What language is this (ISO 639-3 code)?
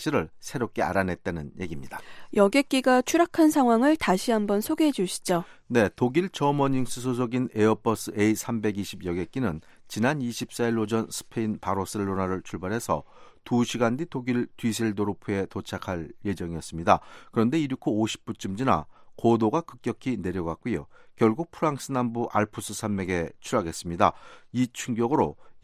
kor